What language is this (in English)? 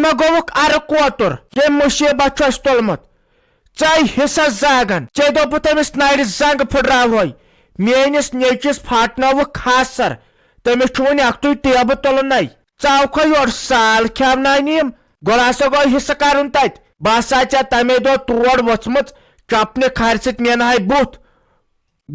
Kashmiri